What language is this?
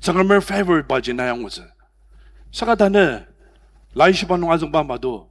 Ao Naga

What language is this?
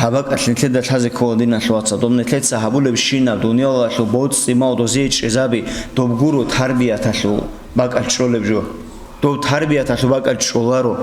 Avaric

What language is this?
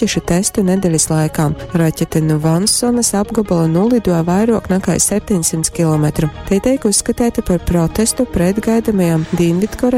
Latgalian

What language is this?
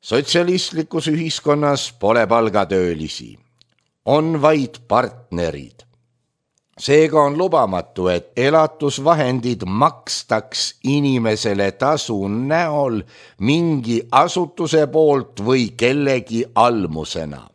Estonian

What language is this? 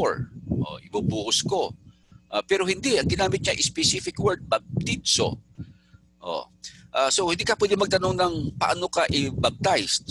Filipino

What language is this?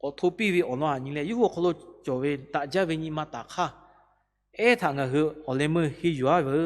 Lahu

